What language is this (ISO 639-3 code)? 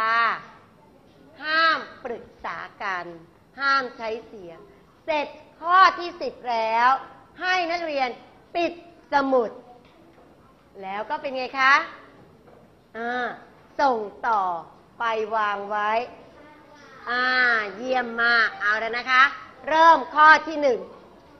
tha